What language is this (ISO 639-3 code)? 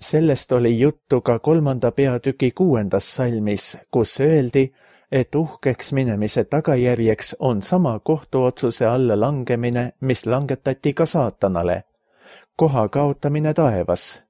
est